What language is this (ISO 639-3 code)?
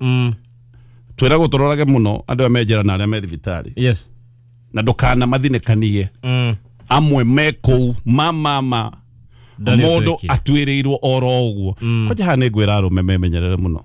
kik